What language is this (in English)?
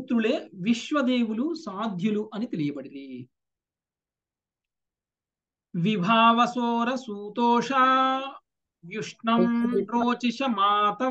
Telugu